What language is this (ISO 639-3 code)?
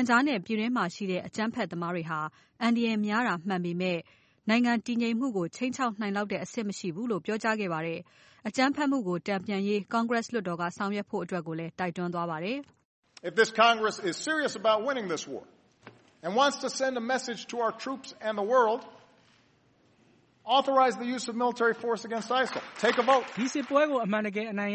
mya